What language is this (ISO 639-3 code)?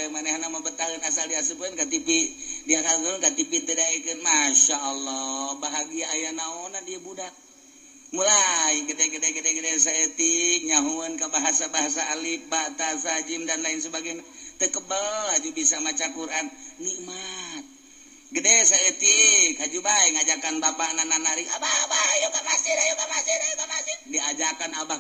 sun